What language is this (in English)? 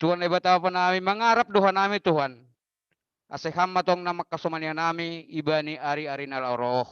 Batak Simalungun